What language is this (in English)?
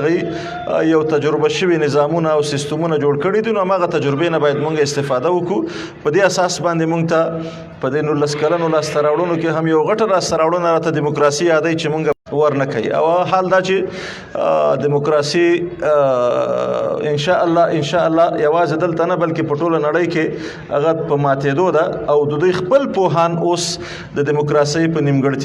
Pashto